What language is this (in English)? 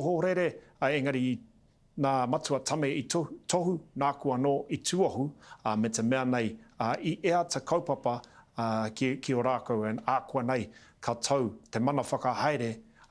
Māori